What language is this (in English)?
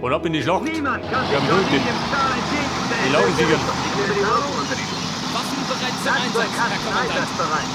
Bavarian